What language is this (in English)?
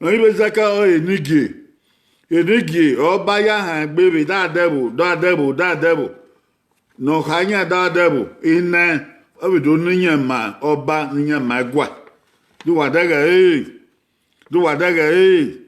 Bini